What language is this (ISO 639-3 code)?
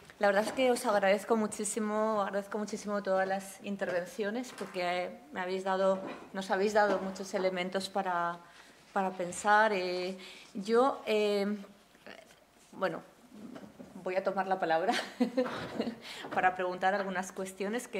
spa